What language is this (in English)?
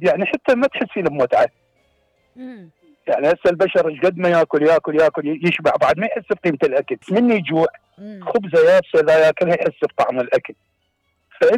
Mesopotamian Arabic